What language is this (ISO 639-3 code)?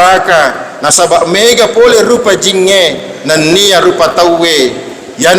bug